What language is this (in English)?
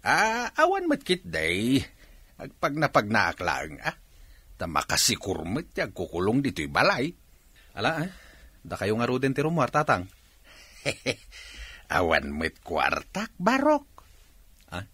Iloko